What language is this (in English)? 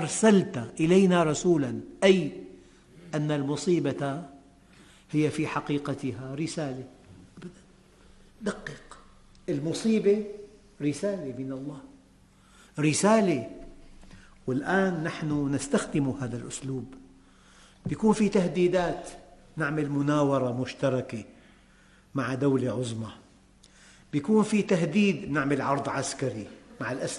Arabic